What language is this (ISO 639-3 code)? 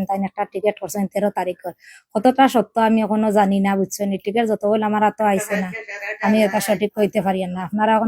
syl